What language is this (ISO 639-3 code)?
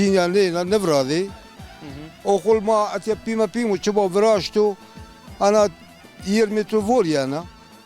zza